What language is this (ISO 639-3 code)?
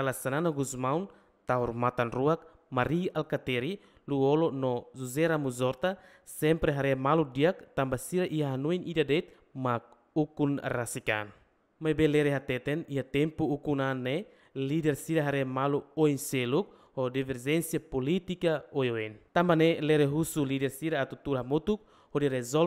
tet